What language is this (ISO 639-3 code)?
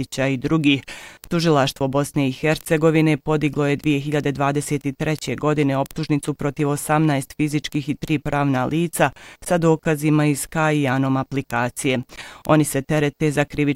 bos